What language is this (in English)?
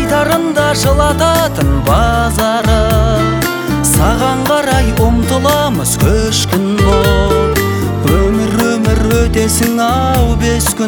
Kazakh